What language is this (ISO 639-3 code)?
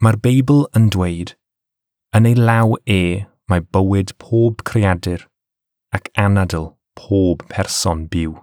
cym